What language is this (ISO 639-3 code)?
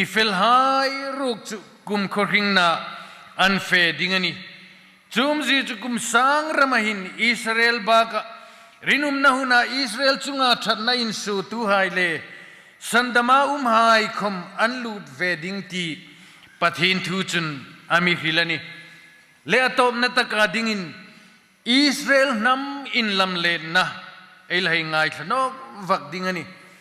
hmr